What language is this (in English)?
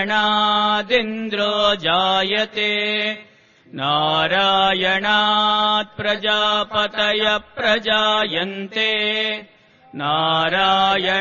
Sanskrit